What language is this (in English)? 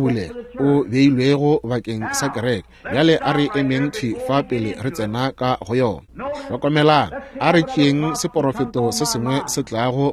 Northern Sotho